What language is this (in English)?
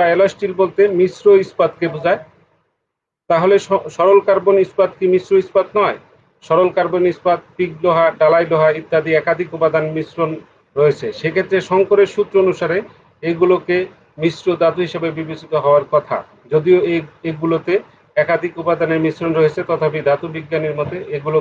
Bangla